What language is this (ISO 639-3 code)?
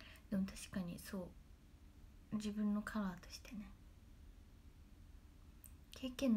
jpn